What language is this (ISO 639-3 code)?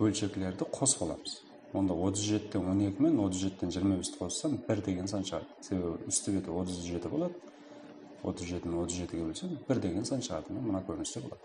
kaa